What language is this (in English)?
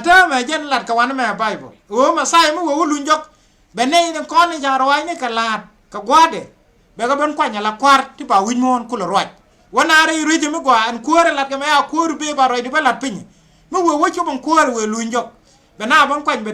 Nuer